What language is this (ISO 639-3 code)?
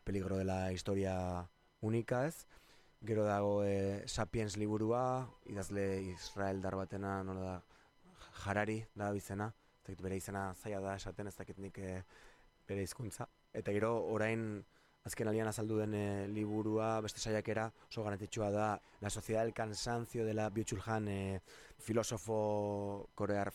eus